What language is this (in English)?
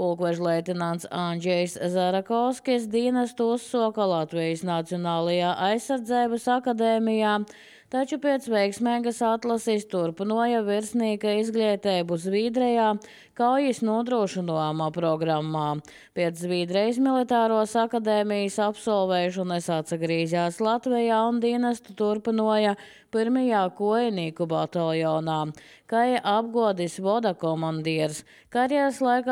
Latvian